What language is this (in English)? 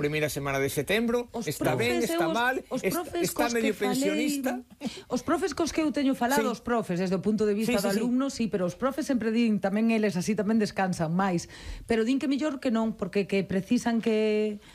Galician